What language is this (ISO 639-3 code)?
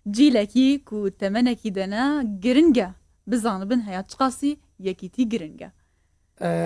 kur